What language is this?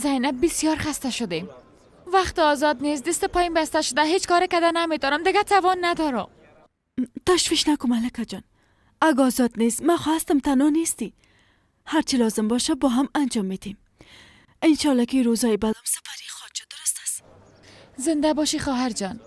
Persian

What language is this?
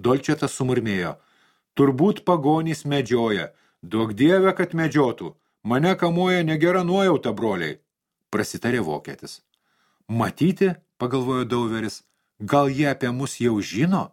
Lithuanian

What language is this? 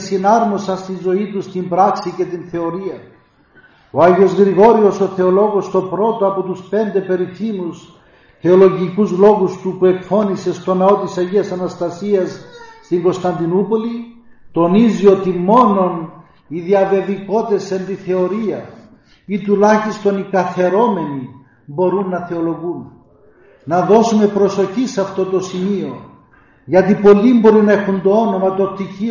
Greek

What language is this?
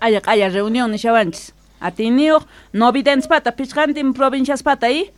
South Bolivian Quechua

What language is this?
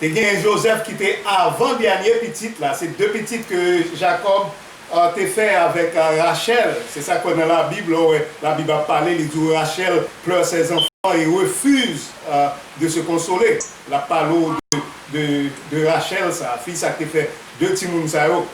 Haitian Creole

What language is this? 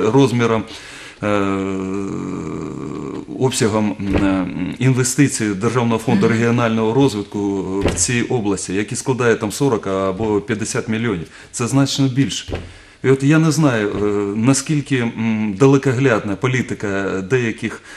Ukrainian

